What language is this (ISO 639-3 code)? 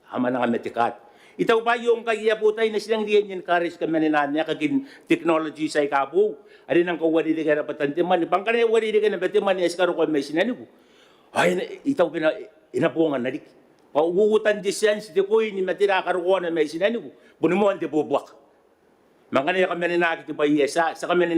gil